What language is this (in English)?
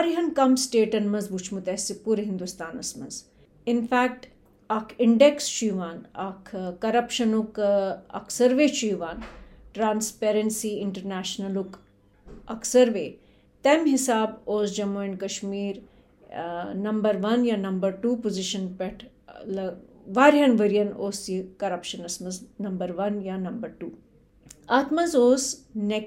Kashmiri